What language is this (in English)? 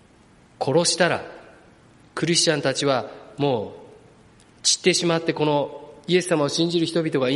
Japanese